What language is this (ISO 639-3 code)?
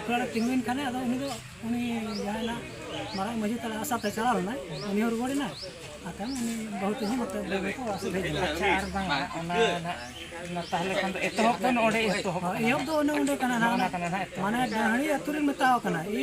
sat